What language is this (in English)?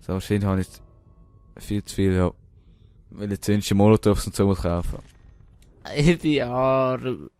Swiss German